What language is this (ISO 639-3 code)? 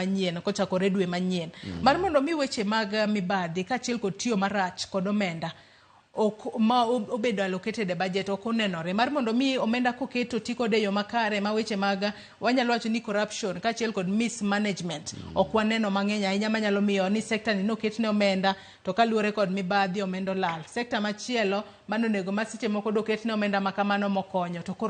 luo